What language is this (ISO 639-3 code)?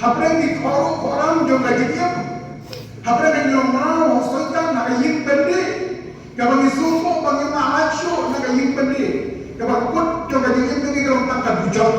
kha